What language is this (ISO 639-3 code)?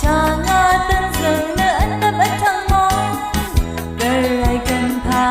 raw